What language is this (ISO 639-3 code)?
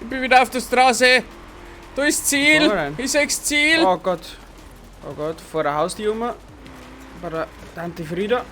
bar